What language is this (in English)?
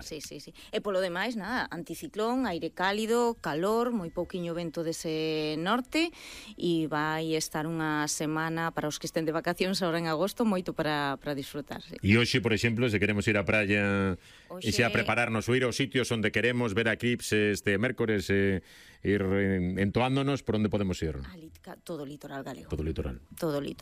Galician